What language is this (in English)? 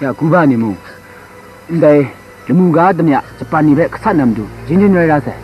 Kachin